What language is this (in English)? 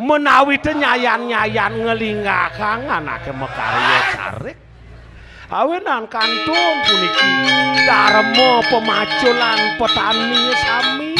Balinese